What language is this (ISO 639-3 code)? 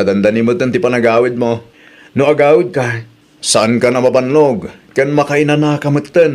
ilo